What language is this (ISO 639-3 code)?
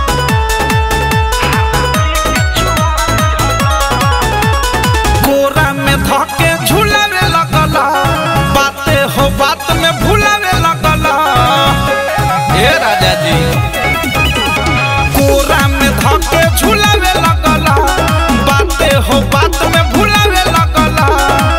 bho